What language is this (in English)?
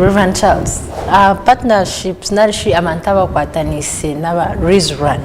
Nyankole